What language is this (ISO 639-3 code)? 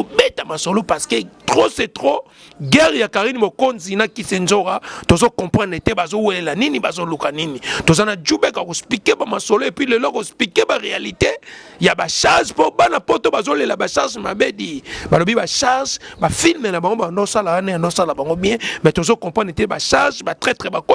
lin